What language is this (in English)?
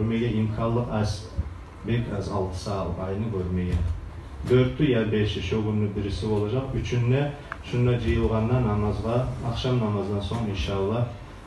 Kumyk